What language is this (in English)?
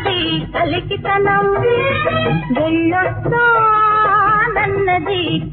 Telugu